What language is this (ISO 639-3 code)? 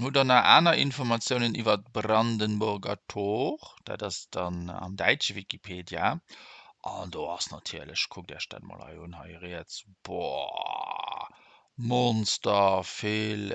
ltz